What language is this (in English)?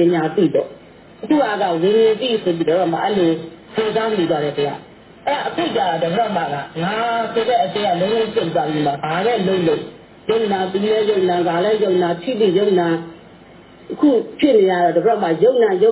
Burmese